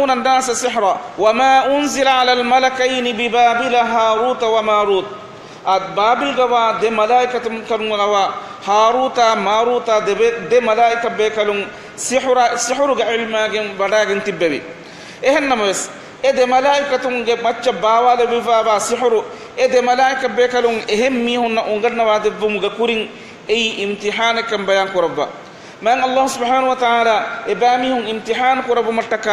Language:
Divehi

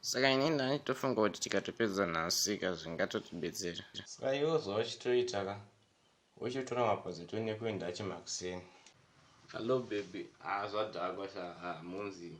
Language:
Shona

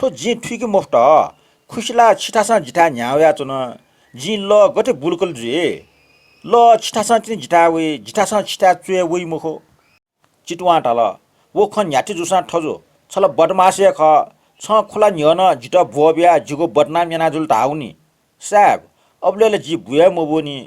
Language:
Newari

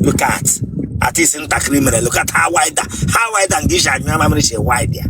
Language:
Igbo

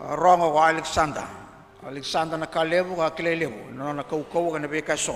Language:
Fijian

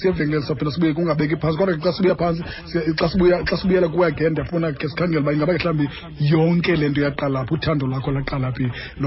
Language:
Xhosa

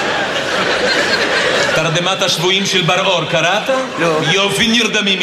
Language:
Hebrew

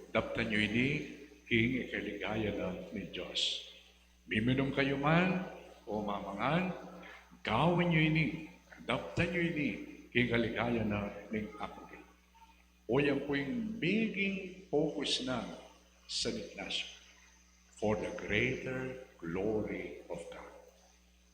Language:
Pampanga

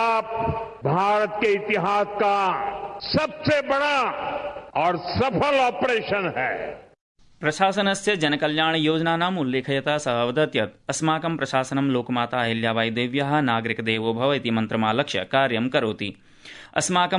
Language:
Sanskrit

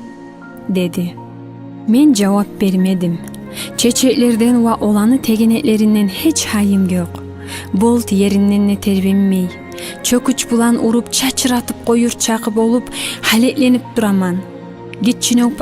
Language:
Kumyk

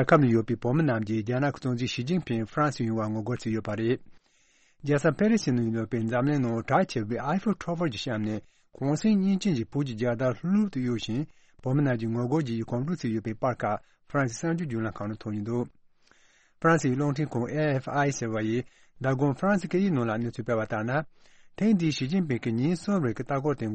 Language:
Tibetan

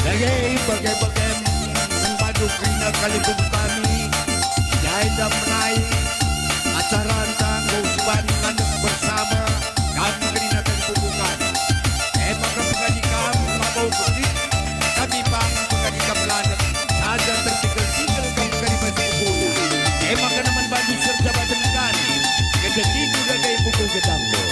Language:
Batak Karo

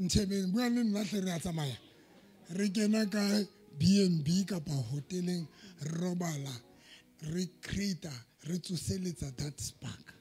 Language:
Southern Sotho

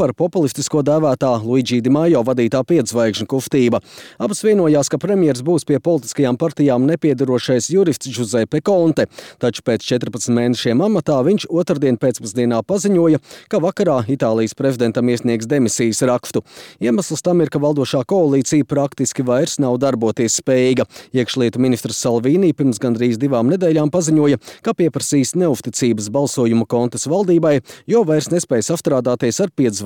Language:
Latvian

